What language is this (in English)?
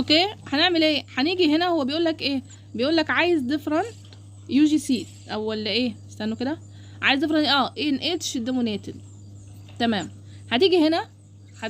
Egyptian Arabic